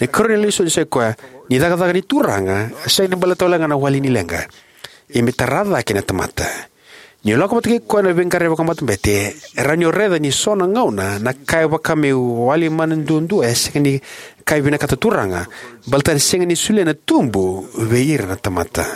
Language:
Fijian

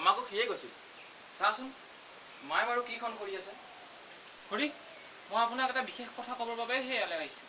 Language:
Assamese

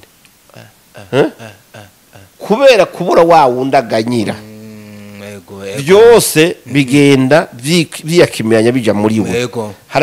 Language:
Rundi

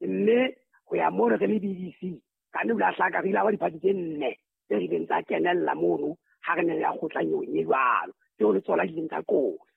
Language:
Southern Sotho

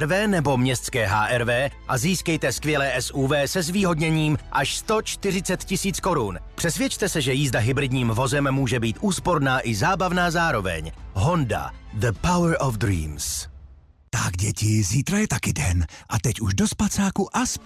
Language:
Czech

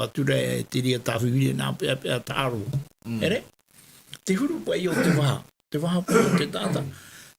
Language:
Tahitian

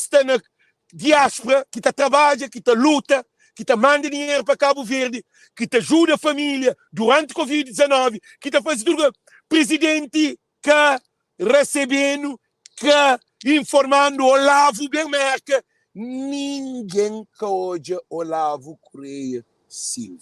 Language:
Kabuverdianu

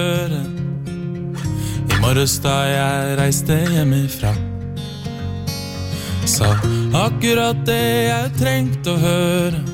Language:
Norwegian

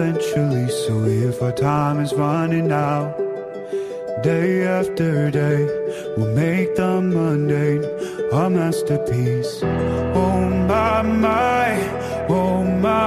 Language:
Portuguese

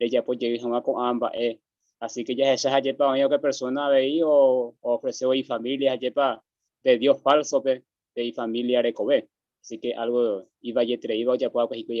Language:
Guarani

